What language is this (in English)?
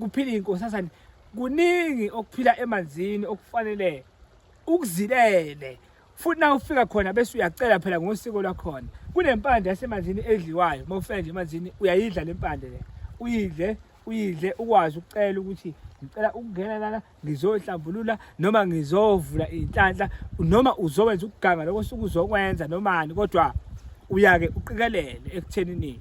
Zulu